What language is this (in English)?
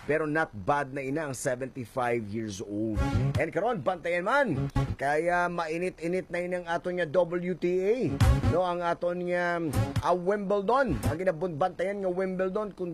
Hiligaynon